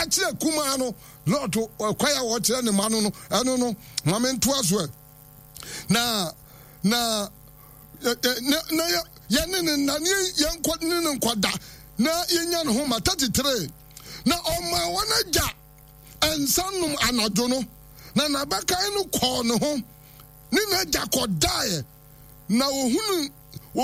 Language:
Akan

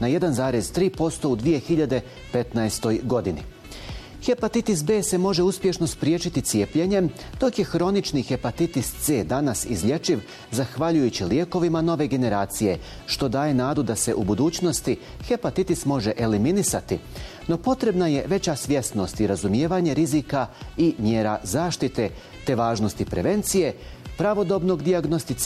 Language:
Bosnian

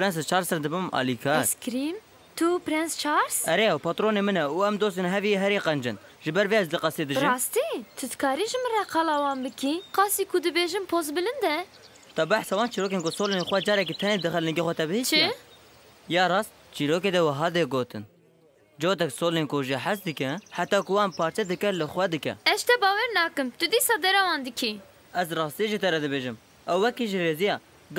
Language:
Kurdish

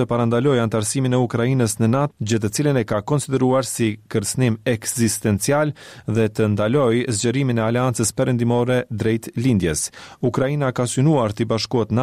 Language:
Albanian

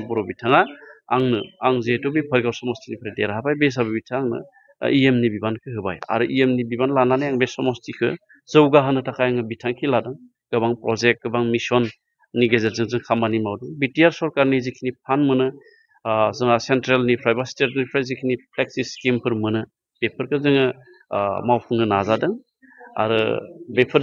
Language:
Bodo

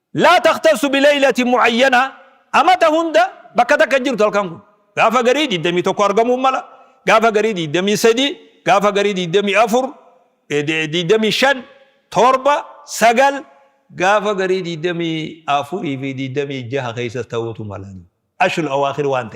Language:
Oromo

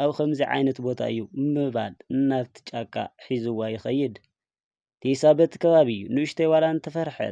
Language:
Tigrinya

